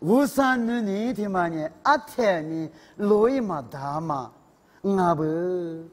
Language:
Lisu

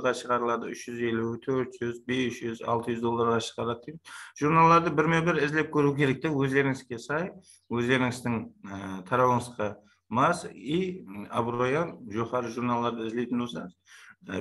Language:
Kara-Kalpak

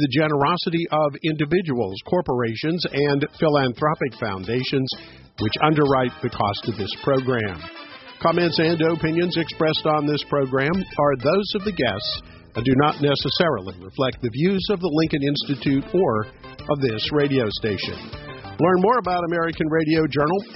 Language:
English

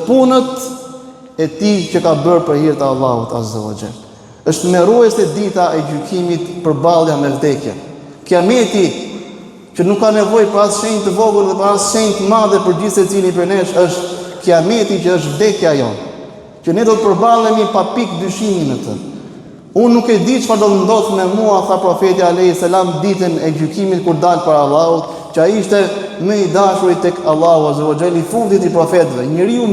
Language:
Albanian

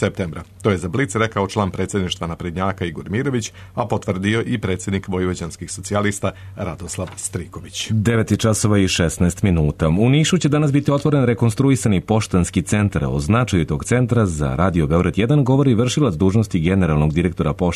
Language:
Serbian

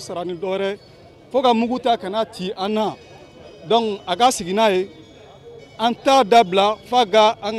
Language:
Bambara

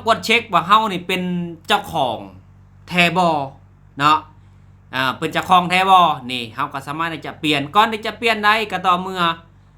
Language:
Lao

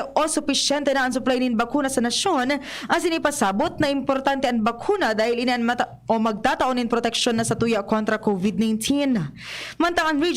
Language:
Bikol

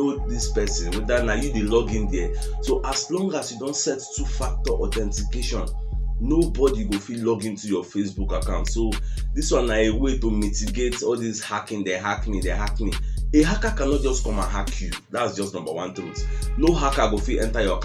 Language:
Nigerian Pidgin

